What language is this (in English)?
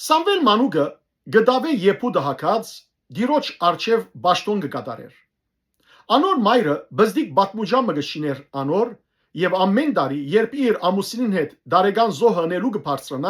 Western Armenian